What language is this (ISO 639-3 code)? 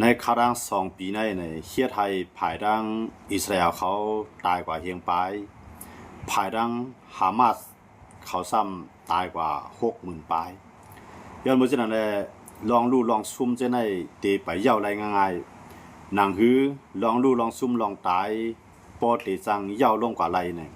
shn